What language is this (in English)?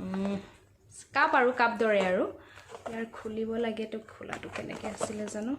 Assamese